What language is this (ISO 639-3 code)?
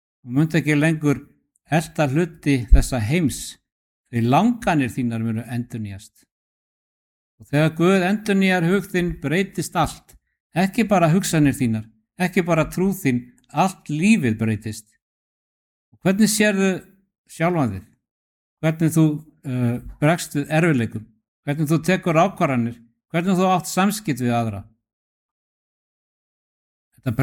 isl